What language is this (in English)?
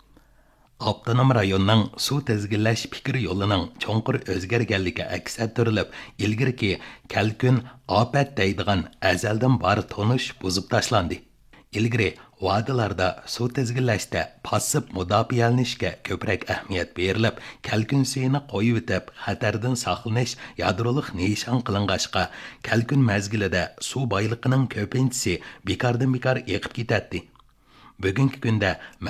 Uyghur